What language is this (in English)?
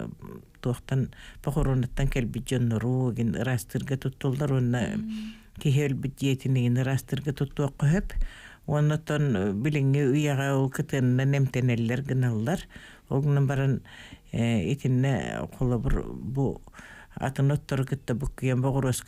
Yakut